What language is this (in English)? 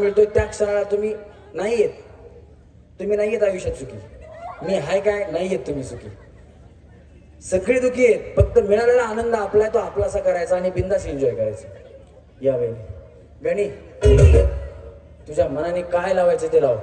Marathi